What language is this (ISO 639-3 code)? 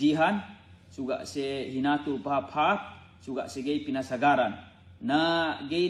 yka